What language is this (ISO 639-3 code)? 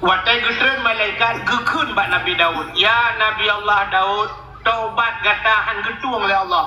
ace